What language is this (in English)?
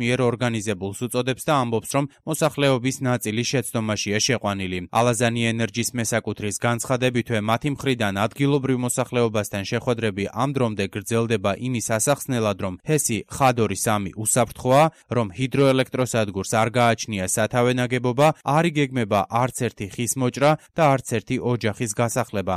Georgian